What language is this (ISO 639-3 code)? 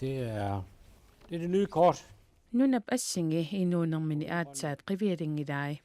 kal